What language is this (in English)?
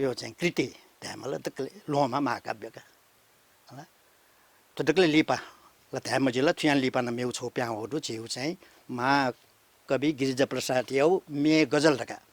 Newari